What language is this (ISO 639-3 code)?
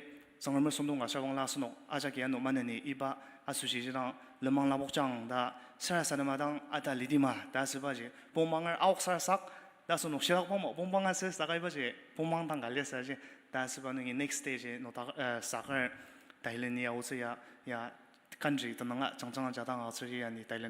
njo